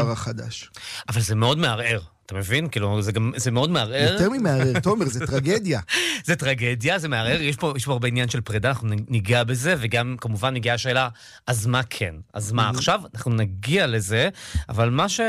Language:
Hebrew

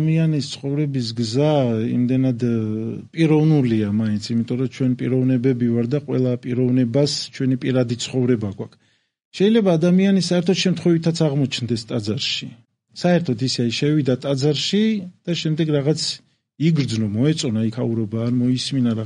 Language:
Georgian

